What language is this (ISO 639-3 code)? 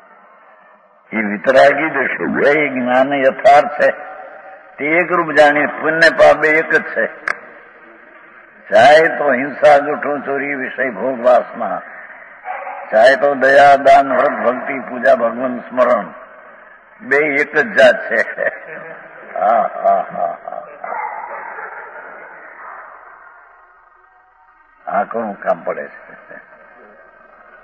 guj